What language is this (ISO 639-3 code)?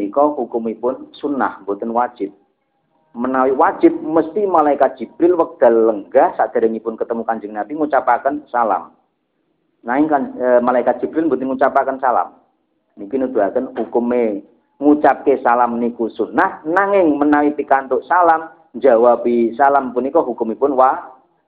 jav